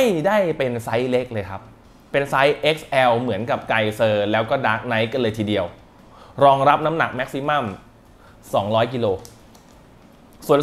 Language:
Thai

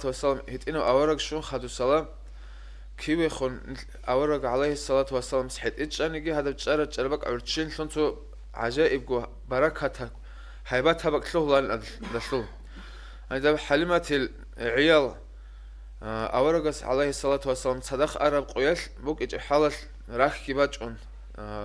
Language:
Avaric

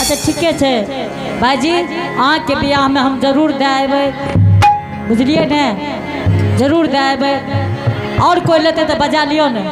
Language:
Angika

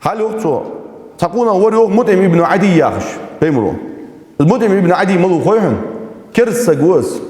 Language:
Ingush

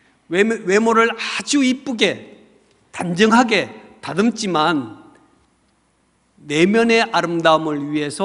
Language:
Korean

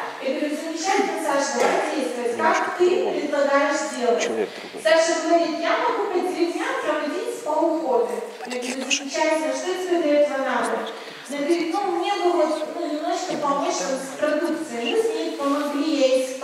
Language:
Russian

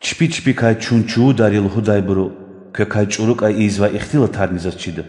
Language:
Lezghian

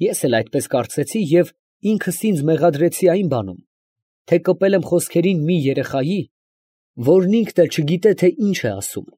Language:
Armenian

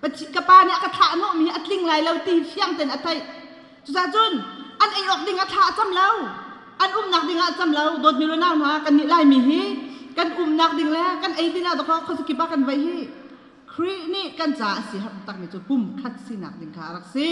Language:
Hakha Chin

